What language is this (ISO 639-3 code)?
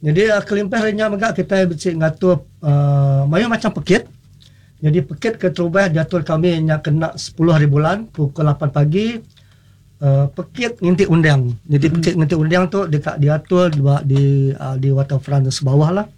iba